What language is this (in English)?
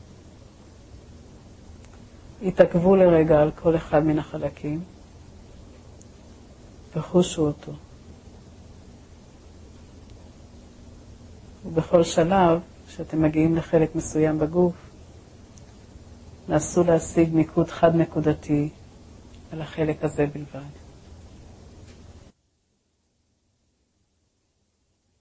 Hebrew